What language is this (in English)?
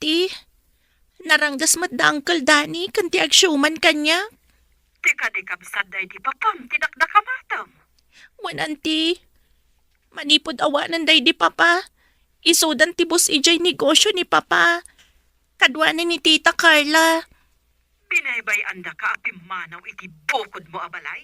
Iloko